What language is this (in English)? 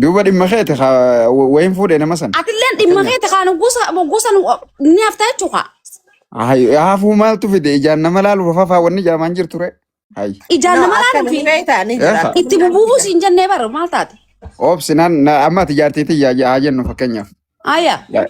Oromo